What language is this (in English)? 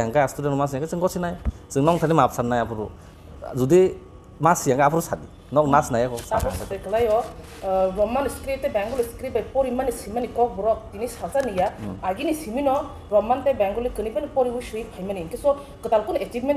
Kok Borok